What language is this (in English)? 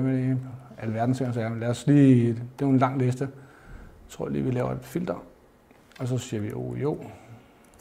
Danish